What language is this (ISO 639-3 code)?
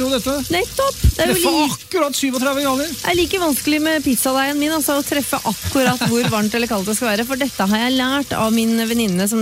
nor